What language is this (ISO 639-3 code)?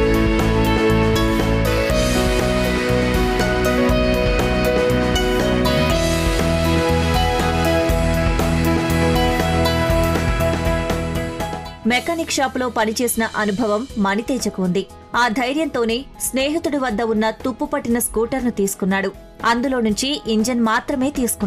tel